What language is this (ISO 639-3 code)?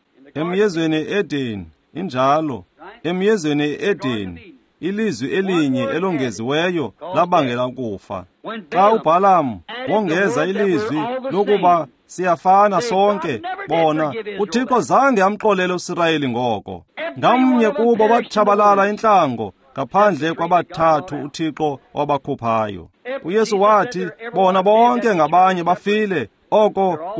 xho